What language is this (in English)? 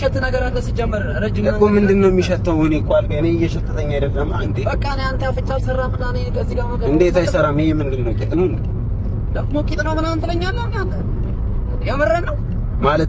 Amharic